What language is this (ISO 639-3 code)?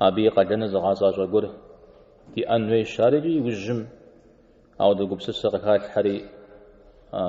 kbd